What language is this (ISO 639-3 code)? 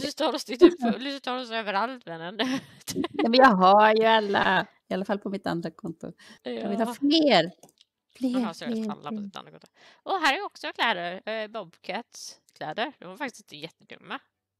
swe